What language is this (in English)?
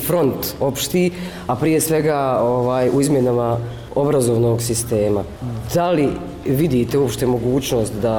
Serbian